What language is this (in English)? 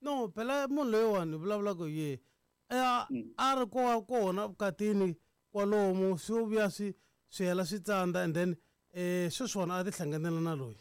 Tsonga